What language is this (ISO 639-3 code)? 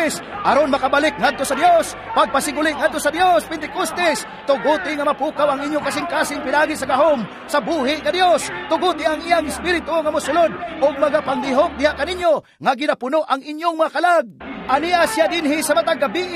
ceb